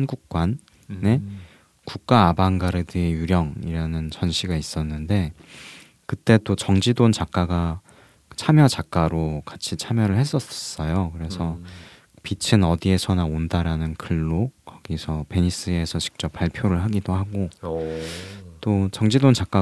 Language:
Korean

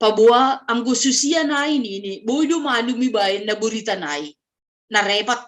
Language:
Batak Simalungun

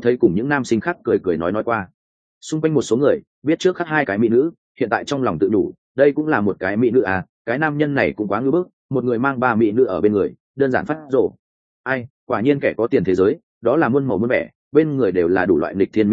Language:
Vietnamese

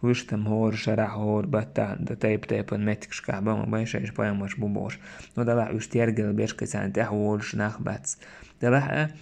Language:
Chechen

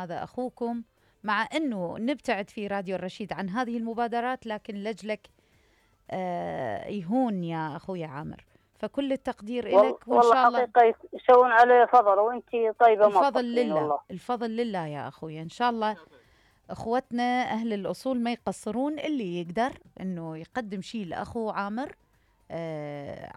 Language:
Mesopotamian Arabic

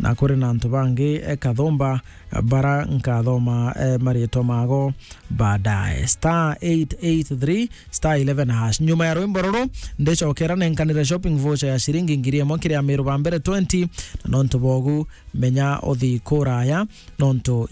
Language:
Meru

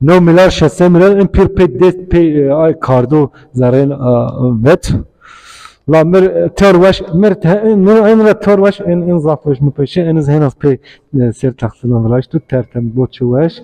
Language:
Zaza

